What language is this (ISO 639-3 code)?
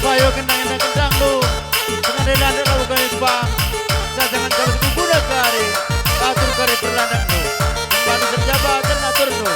btx